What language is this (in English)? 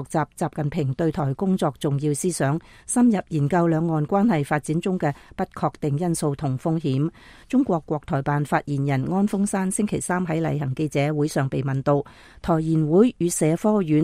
Cantonese